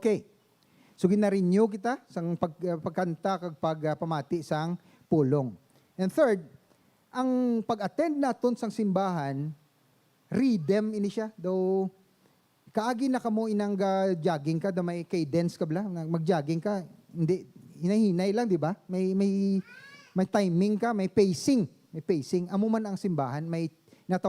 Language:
Hiligaynon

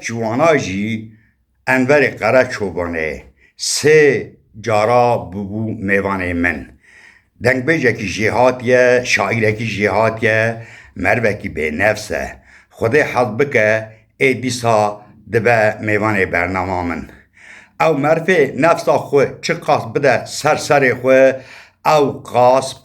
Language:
Kurdish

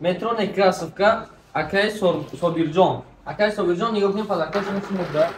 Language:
Tajik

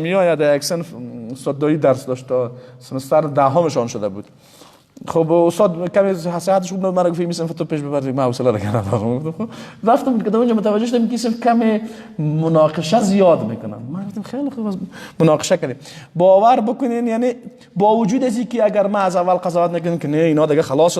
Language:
Persian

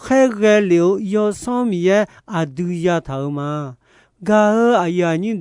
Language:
Akha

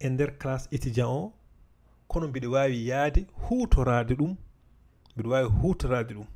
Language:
Fula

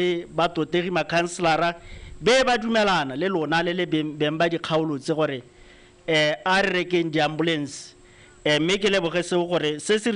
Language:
Tswana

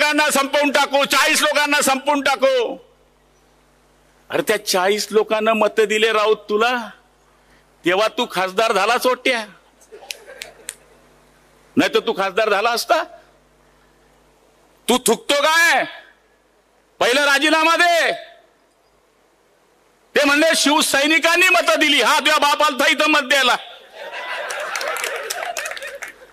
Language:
Marathi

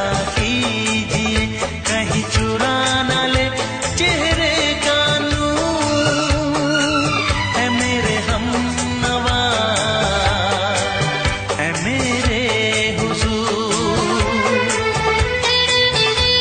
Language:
Hindi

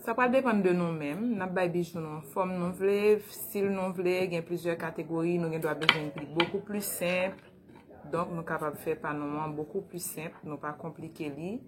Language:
Haitian Creole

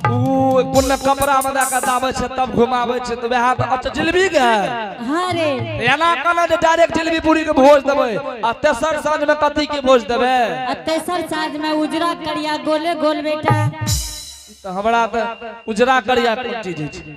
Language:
Angika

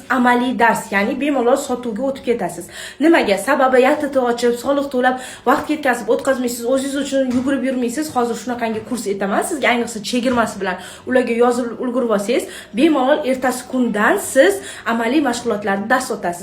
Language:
Uzbek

